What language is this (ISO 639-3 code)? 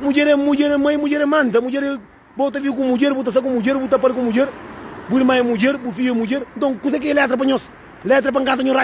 kea